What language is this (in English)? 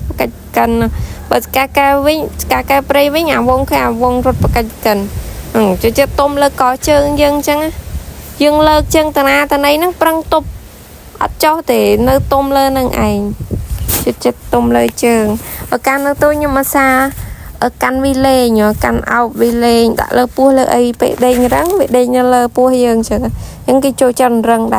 Khmer